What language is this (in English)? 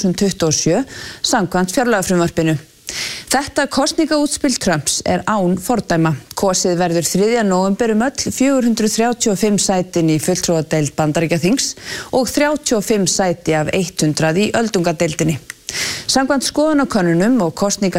Icelandic